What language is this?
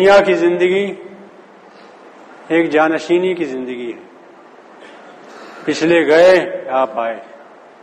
Urdu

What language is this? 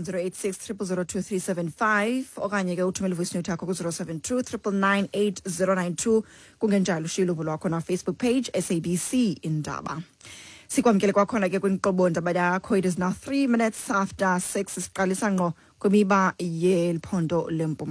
Xhosa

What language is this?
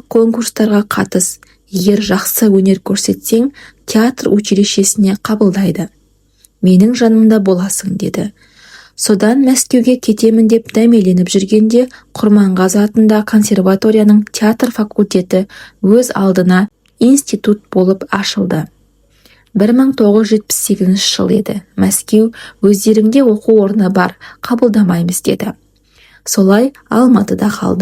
Kazakh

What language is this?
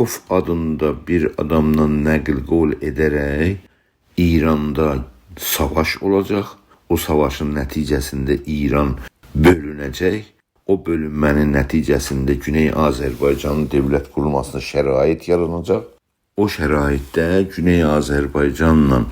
South Azerbaijani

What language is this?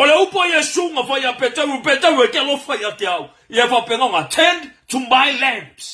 Samoan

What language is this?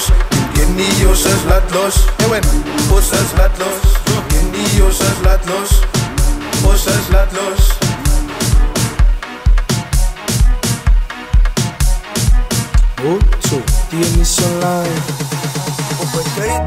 Afrikaans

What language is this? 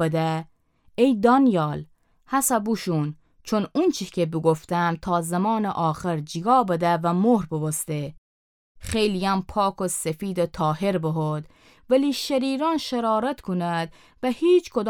Gilaki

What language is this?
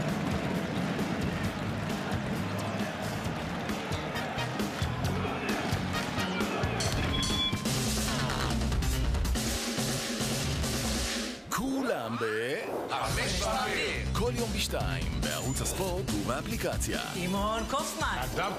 Hebrew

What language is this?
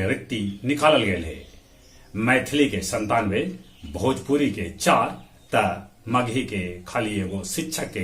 Magahi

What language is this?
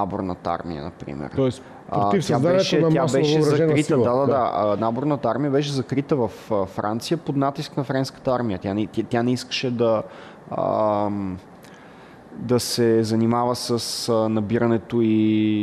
Bulgarian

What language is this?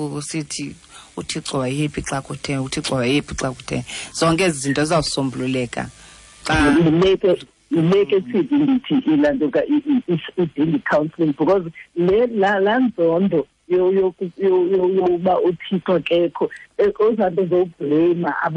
Xhosa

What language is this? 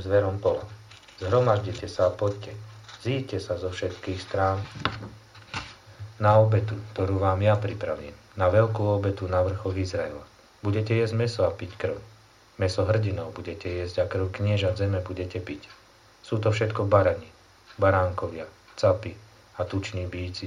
Slovak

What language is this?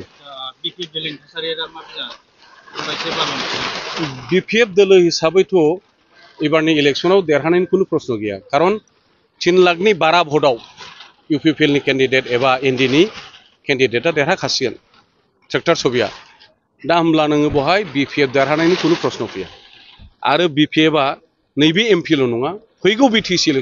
Bodo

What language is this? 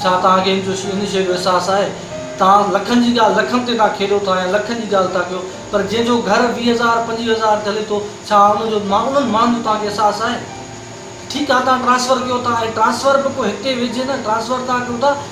Sindhi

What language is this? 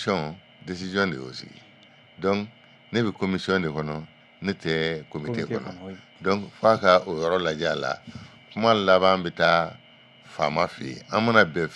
Bambara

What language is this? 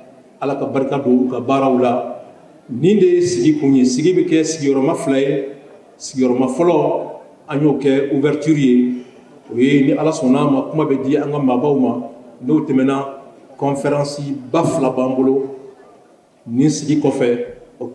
Bambara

